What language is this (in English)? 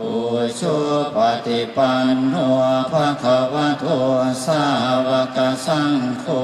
Pali